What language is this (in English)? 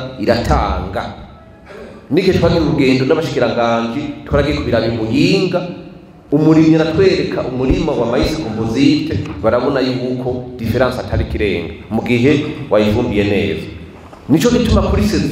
Rundi